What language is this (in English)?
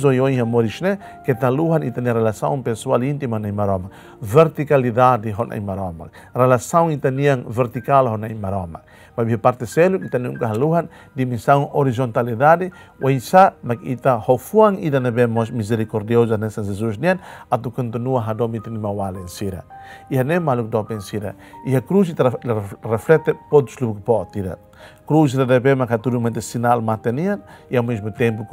Tetum